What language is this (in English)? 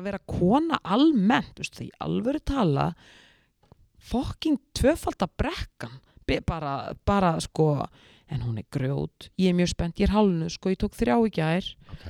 Icelandic